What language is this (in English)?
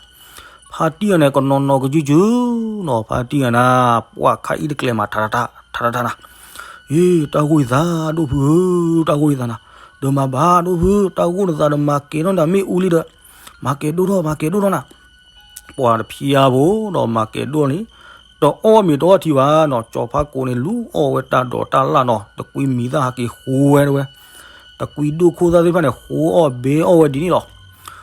S'gaw Karen